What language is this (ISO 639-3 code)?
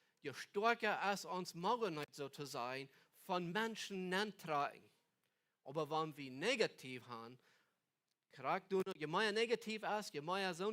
pdt